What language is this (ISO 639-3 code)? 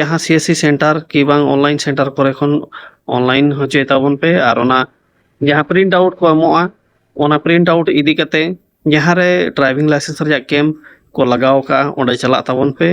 sat